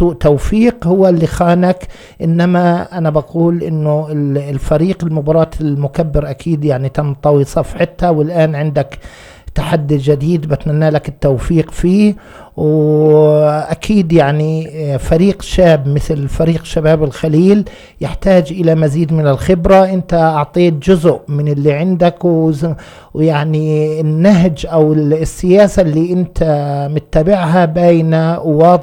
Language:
North Levantine Arabic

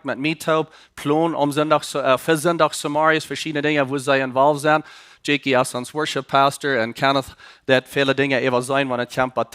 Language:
Plautdietsch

